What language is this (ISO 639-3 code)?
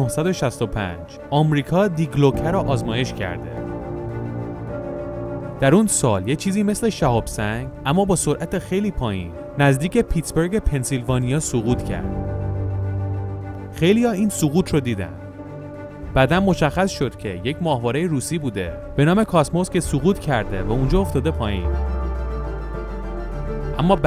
fas